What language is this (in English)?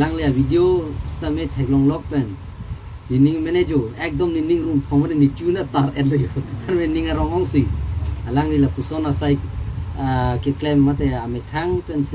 Karbi